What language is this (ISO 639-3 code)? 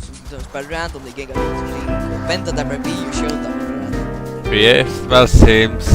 fao